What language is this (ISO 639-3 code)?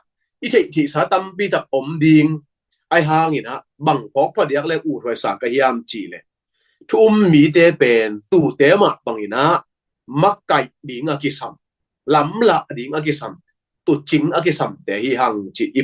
ctd